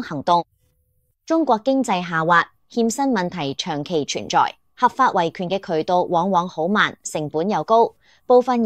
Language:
Cantonese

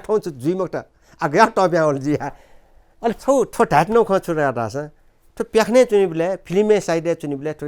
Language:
Newari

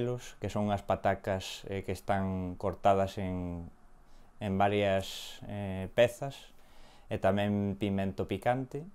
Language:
Galician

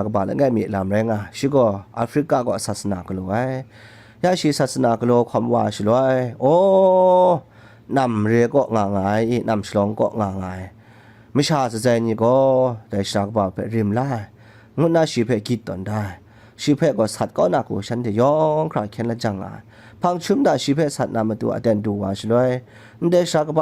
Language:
Kachin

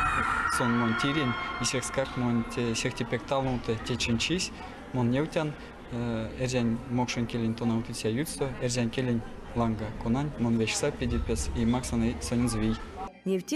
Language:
Erzya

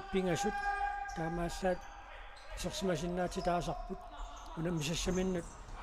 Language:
Kalaallisut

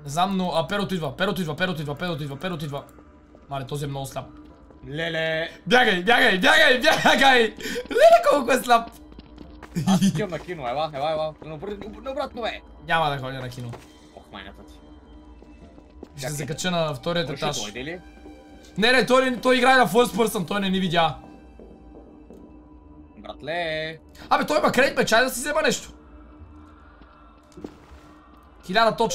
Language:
Bulgarian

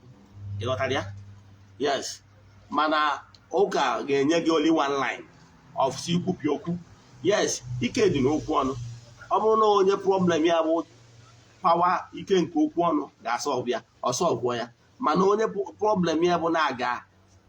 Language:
Igbo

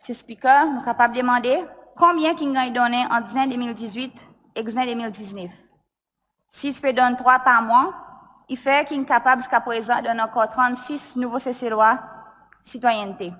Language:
Seselwa Creole French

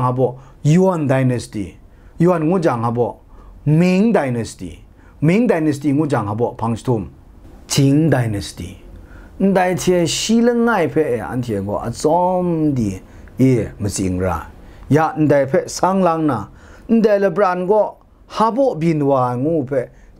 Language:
Kachin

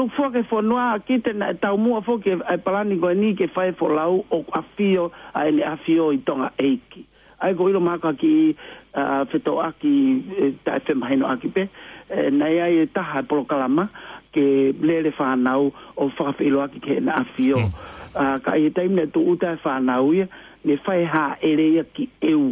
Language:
Tongan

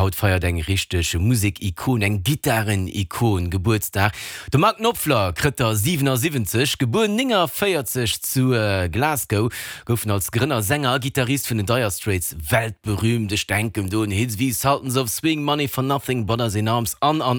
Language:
Luxembourgish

